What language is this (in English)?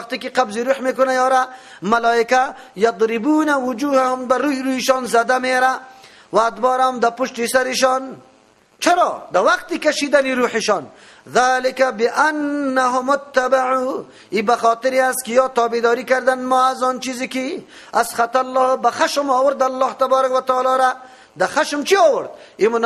Persian